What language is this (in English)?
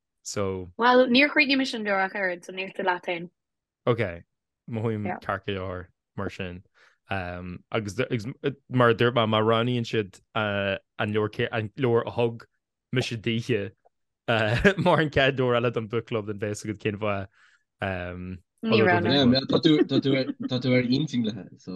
Irish